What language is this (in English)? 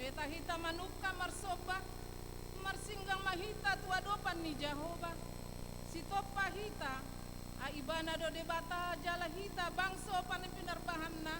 Batak Toba